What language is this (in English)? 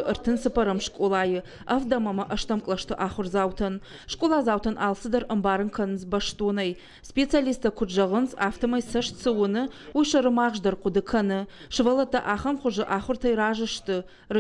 Ossetic